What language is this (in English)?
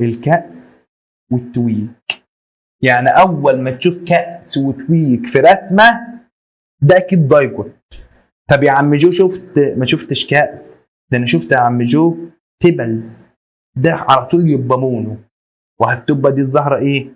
Egyptian Arabic